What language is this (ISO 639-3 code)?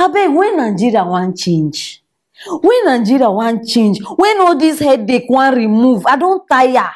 pcm